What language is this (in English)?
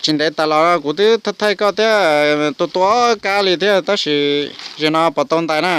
Hmong